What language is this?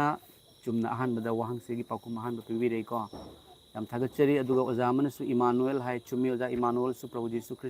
Manipuri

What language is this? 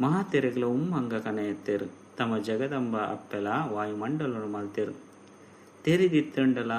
Tulu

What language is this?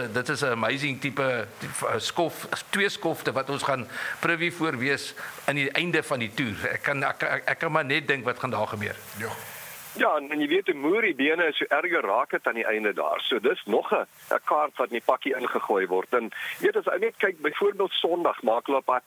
Afrikaans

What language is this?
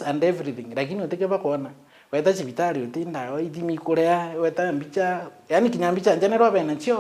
Meru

